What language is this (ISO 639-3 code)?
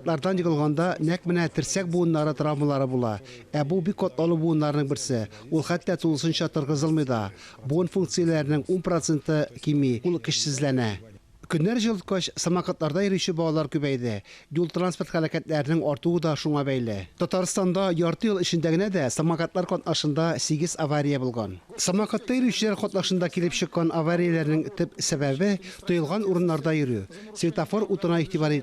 tat